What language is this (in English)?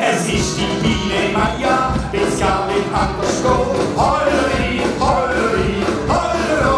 Swiss German